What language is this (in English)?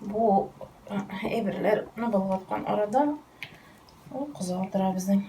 Tatar